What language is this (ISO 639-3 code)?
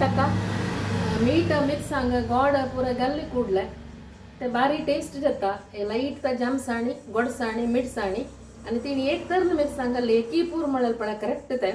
kok